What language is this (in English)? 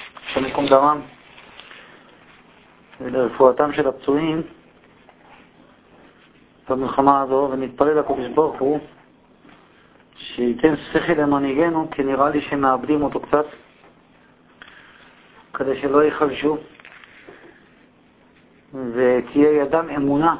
Hebrew